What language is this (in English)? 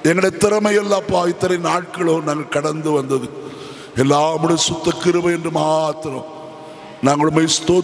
Tamil